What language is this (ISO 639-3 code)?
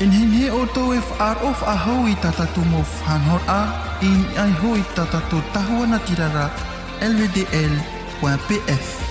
tah